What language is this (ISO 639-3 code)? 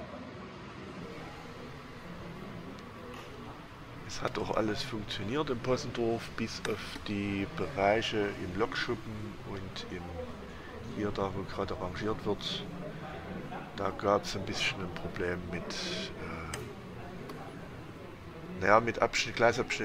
deu